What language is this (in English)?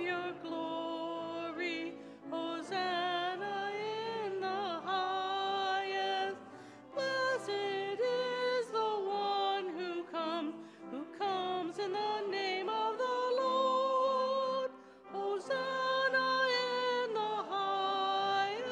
English